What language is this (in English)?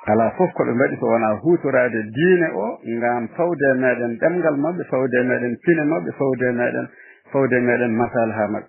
Fula